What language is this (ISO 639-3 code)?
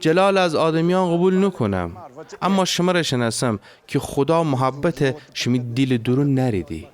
glk